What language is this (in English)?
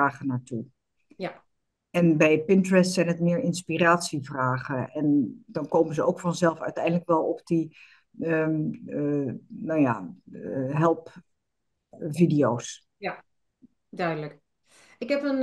Dutch